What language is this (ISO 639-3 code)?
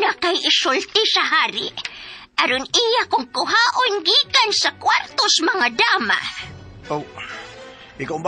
ceb